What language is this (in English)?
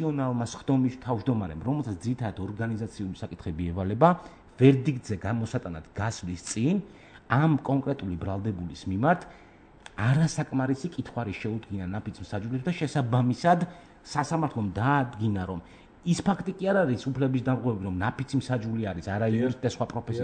Georgian